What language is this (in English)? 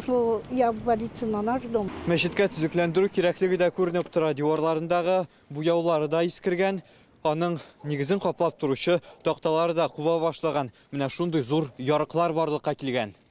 Tatar